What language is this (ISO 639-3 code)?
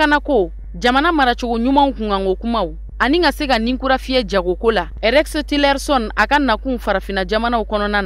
bam